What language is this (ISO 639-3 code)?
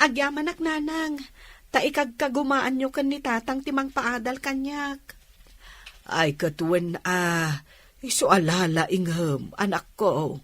ilo